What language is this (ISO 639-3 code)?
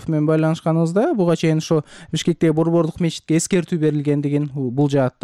kir